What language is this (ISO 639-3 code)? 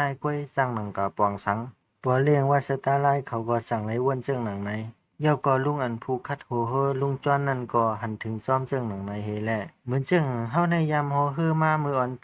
shn